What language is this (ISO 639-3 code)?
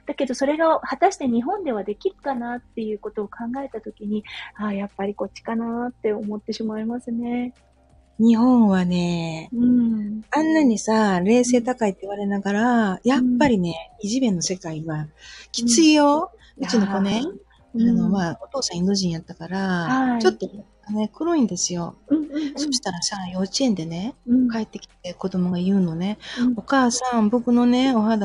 jpn